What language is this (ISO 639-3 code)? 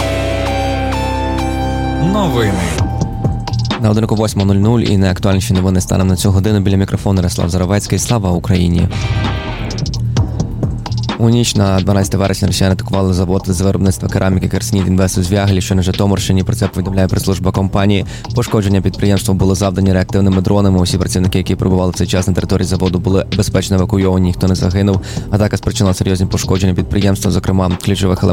ukr